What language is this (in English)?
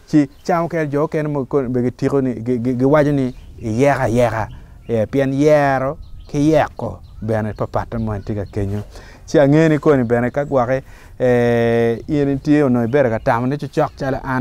Acoli